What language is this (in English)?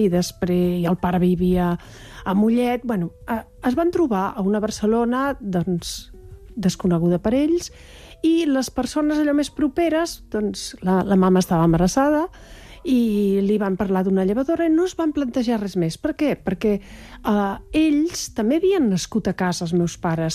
Catalan